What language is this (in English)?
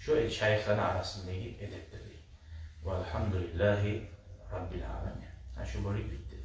Kumyk